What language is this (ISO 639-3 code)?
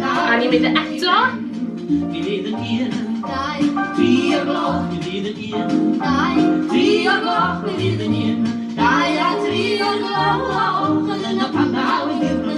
cym